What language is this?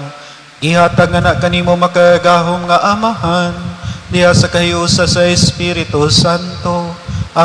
Cebuano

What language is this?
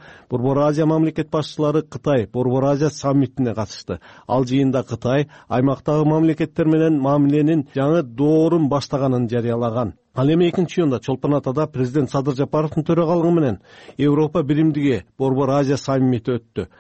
Kyrgyz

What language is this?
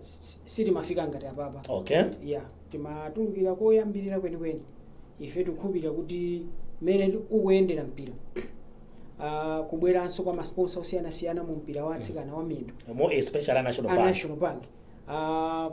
Nyanja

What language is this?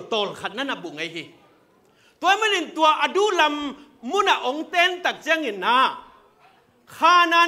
Tedim Chin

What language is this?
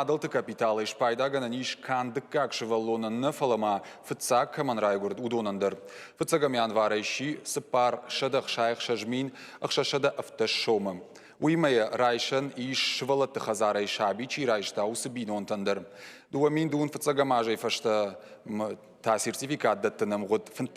Ossetic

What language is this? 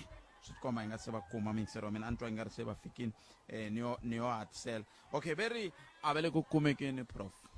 Tsonga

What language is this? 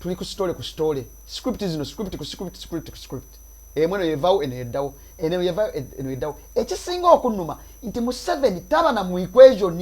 Ganda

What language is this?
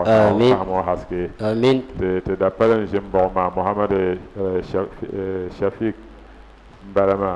Dagbani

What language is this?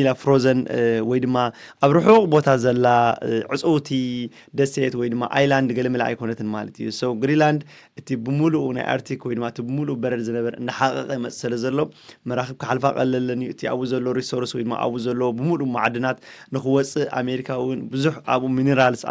Tigrinya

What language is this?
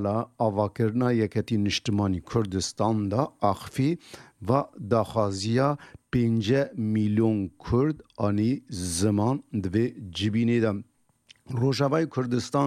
Kurdish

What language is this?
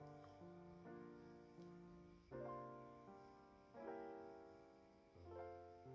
Indonesian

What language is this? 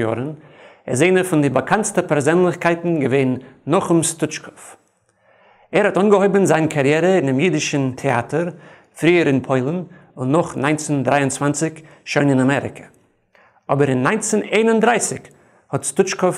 Yiddish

